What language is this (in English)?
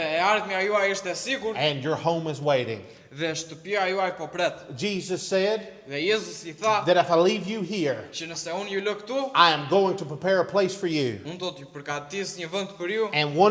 Albanian